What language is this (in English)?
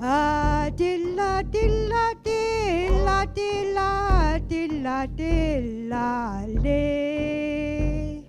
Inuktitut